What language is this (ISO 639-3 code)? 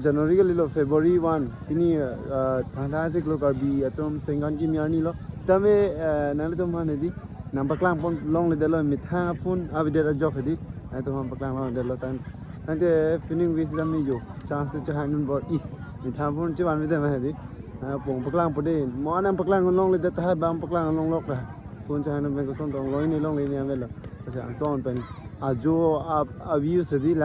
mjw